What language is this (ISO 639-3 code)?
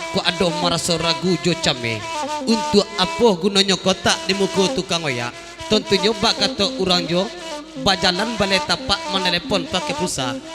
min